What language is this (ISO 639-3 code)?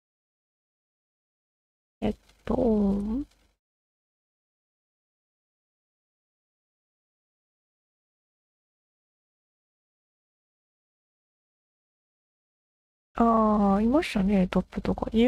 jpn